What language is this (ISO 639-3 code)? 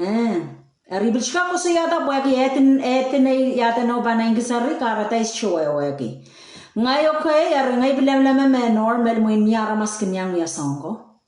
pon